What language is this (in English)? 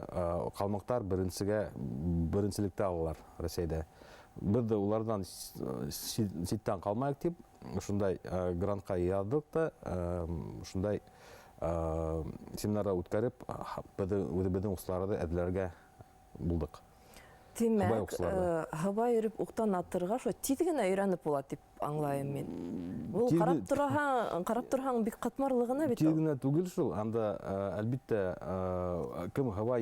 Bashkir